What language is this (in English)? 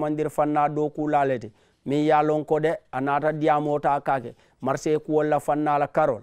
Mandingo